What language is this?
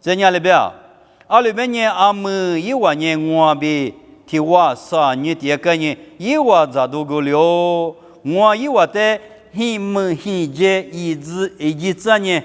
Lisu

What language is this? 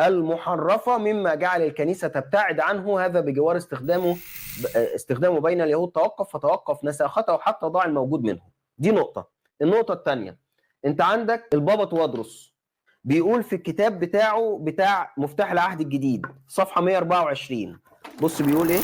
Egyptian Arabic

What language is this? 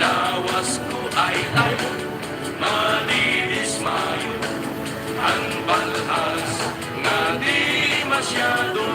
Waray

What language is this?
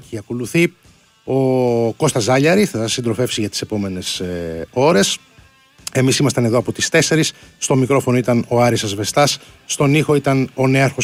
Greek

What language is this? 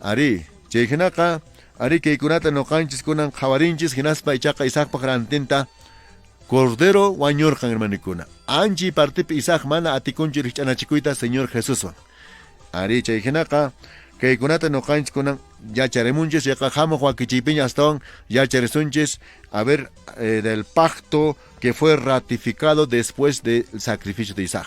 Quechua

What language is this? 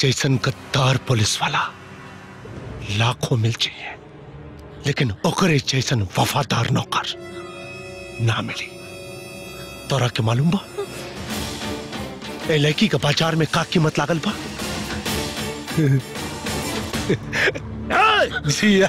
Bhojpuri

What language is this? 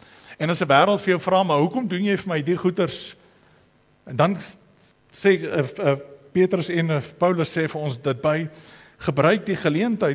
Afrikaans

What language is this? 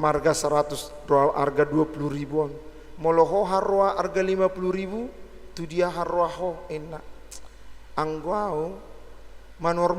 Batak Toba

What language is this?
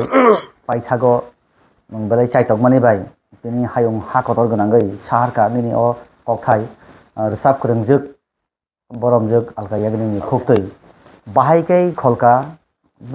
Kok Borok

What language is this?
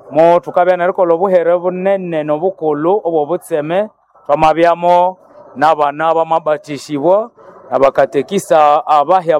Nande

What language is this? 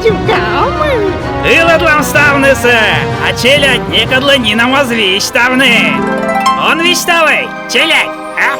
Komi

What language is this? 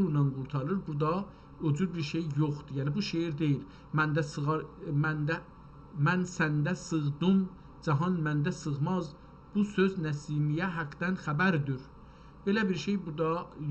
South Azerbaijani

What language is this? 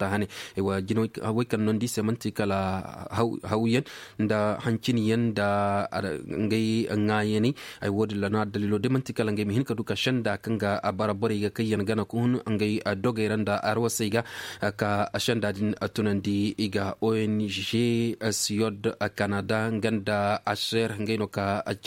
Koyraboro Senni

